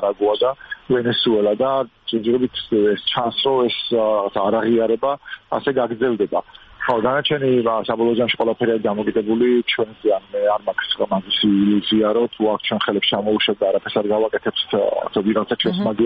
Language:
Georgian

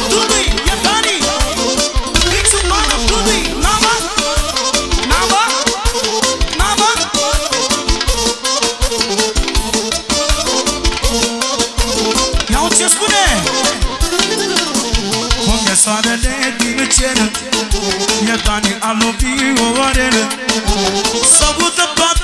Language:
Romanian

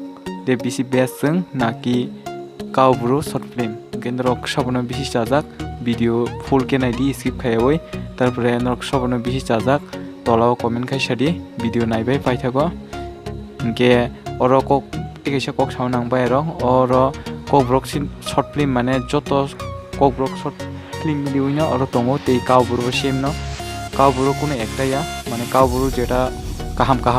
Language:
Kok Borok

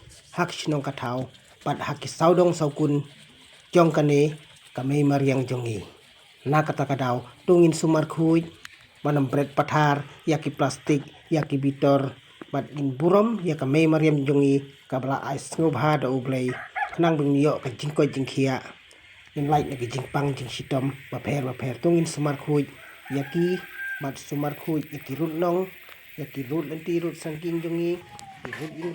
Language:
Khasi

